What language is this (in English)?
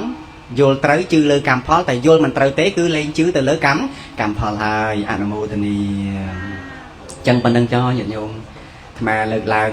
Khmer